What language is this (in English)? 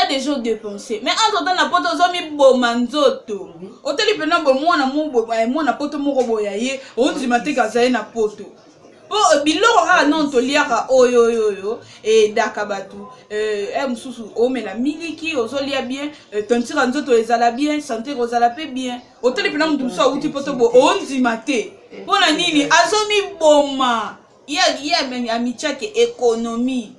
Lingala